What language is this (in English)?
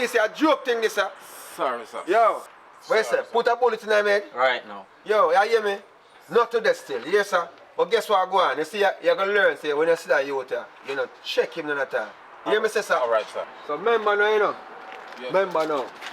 Jamaican Creole English